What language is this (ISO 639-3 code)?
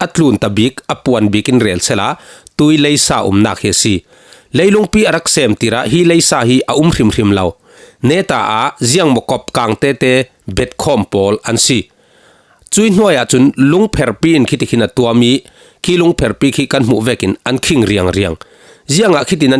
cfm